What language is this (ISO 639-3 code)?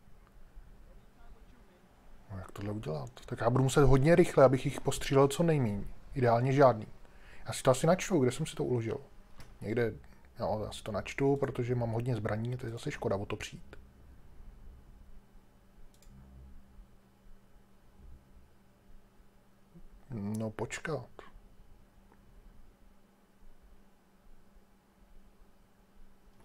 ces